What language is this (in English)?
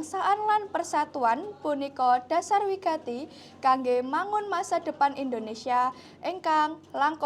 Javanese